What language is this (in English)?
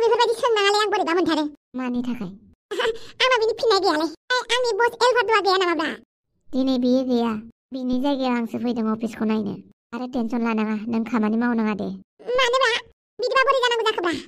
Bodo